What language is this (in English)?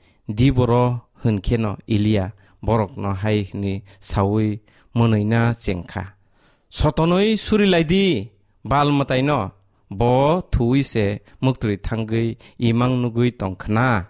Kok Borok